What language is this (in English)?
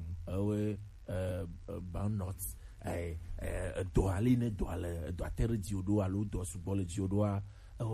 Gen